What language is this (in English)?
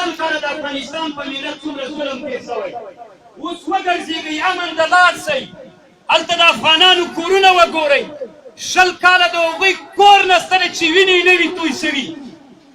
Pashto